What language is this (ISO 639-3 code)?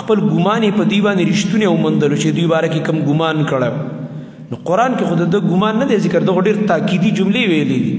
pus